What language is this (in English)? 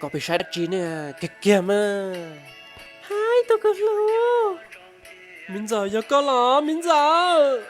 Hmong